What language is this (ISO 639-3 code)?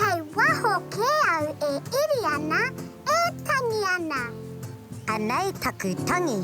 mri